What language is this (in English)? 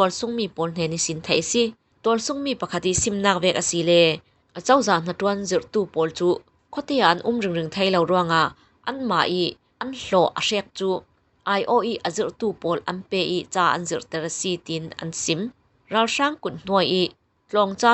Falam Chin